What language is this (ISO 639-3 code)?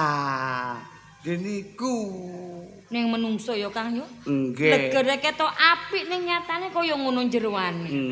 jav